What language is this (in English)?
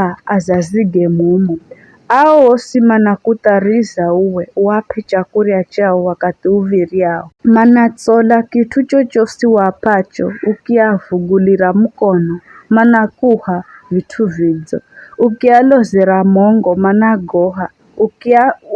Giryama